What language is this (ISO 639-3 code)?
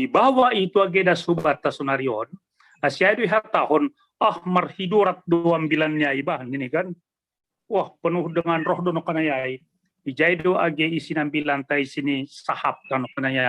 bts